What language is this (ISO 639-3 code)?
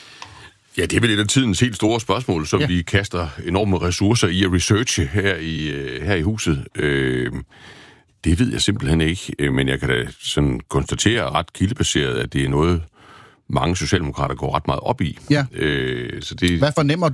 dan